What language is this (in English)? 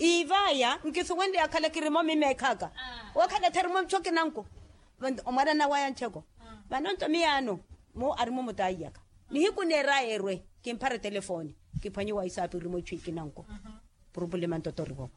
Makhuwa